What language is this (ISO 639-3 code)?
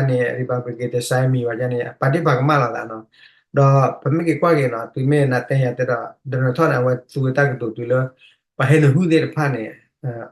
ksw